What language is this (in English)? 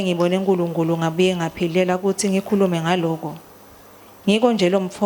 Swati